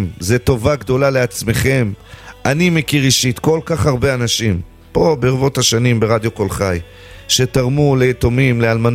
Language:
Hebrew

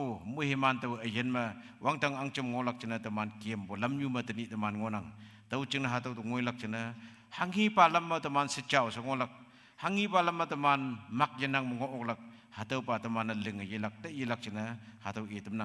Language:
Konyak Naga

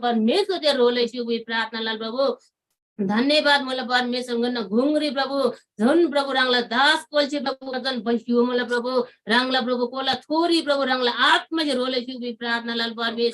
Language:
Eastern Tamang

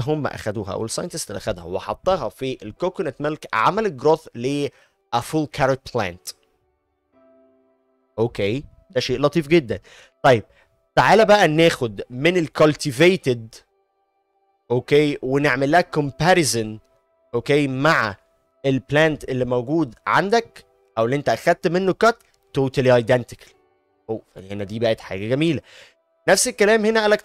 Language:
Egyptian Arabic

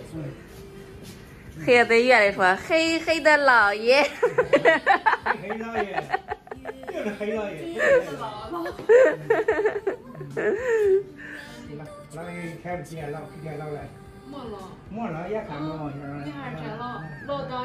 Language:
Chinese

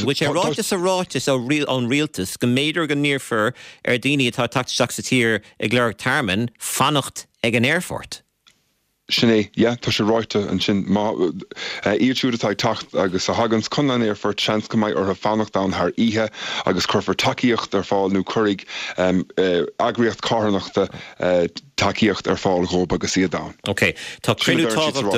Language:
Irish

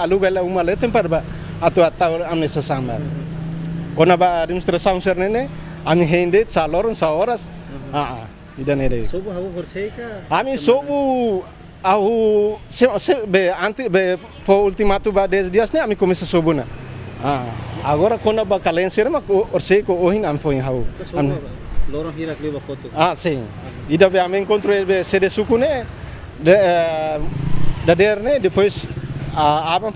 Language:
Tetum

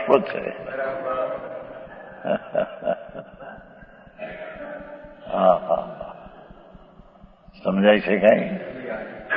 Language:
Gujarati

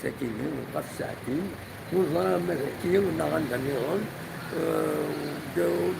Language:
Kabyle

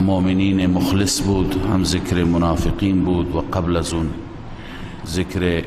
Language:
Persian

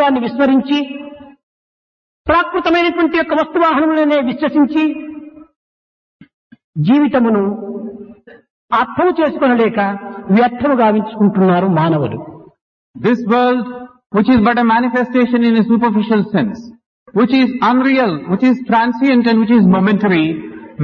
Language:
Telugu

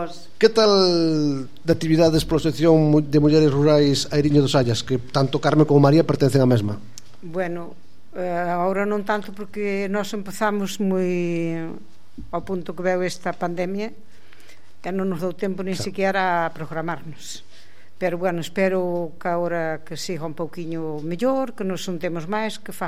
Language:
Galician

